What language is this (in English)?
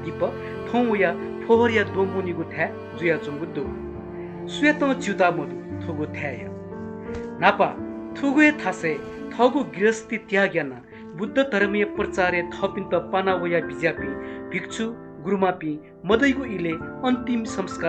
Newari